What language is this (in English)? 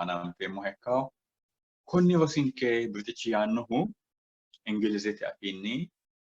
Sidamo